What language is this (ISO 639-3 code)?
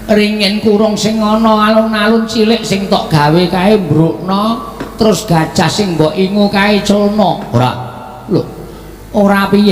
jav